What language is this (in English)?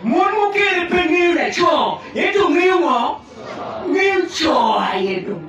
Acoli